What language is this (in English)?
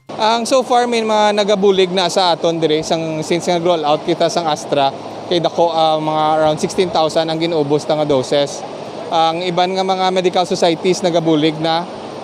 Hiligaynon